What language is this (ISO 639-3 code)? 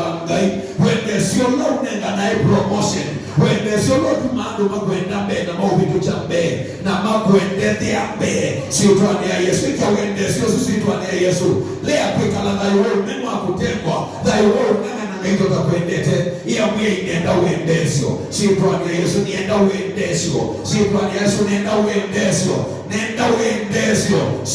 kam